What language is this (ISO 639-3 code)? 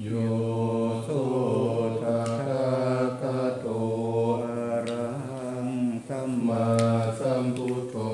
pli